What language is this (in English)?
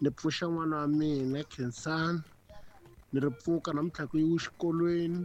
Tsonga